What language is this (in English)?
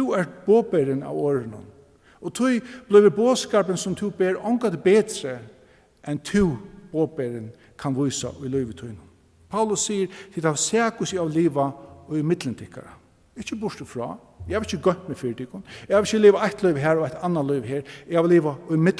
Faroese